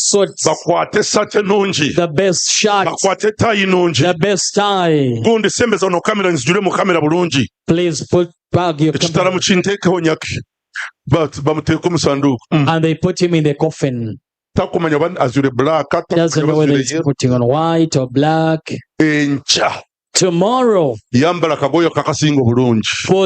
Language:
Nyankole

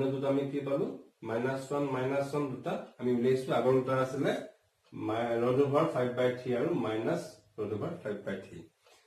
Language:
Assamese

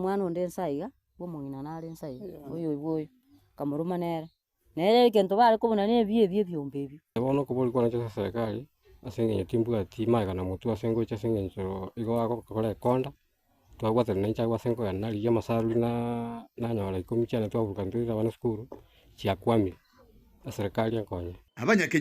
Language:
Gusii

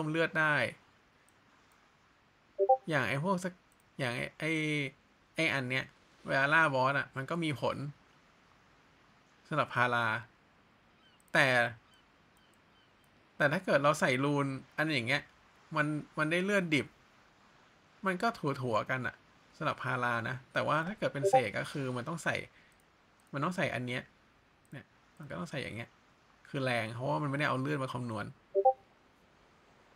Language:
Thai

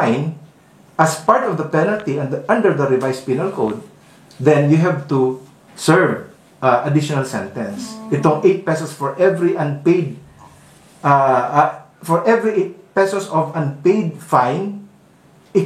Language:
Bikol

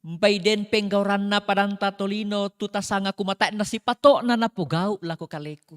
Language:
Toraja-Sa'dan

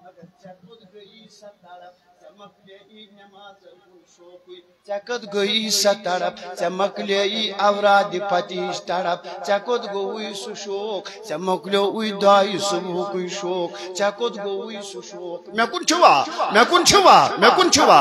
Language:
Kashmiri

